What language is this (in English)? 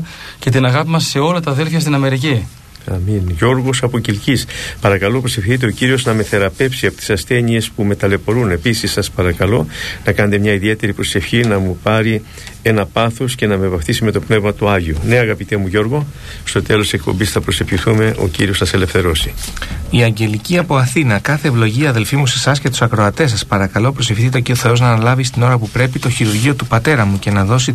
Greek